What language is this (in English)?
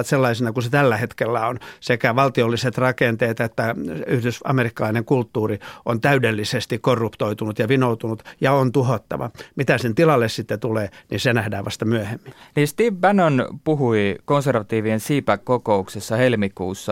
Finnish